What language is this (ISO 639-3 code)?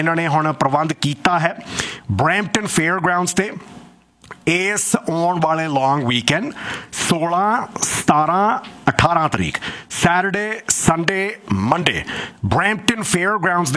pan